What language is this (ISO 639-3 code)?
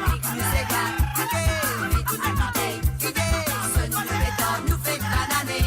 mfe